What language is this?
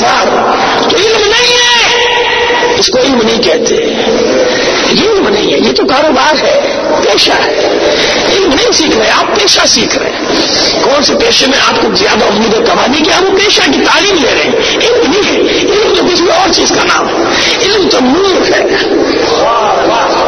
Urdu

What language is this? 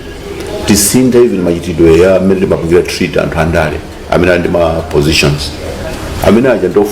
Nyanja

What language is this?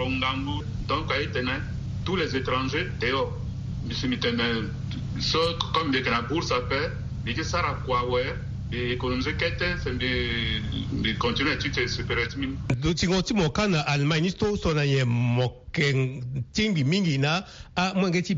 Sango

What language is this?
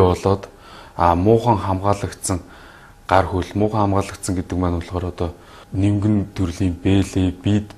Mongolian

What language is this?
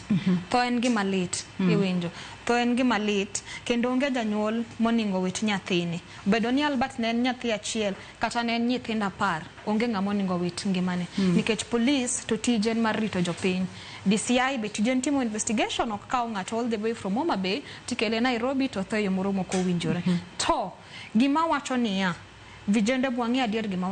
Luo (Kenya and Tanzania)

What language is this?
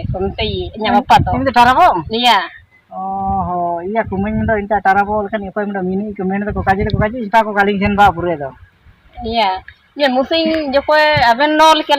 Ho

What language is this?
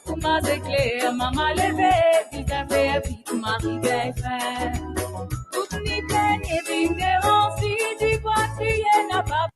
Morisyen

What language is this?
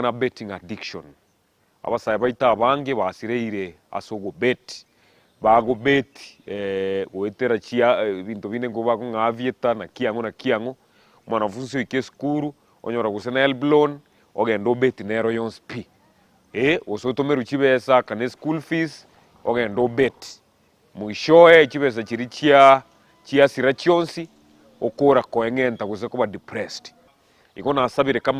Gusii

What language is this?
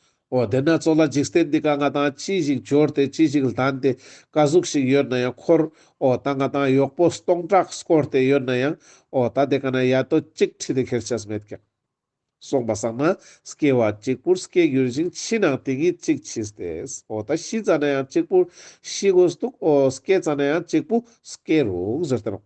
Ladakhi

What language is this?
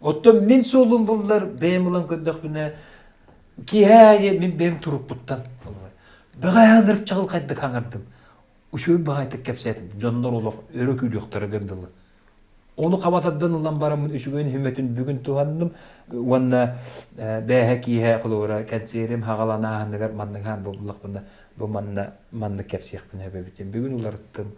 Yakut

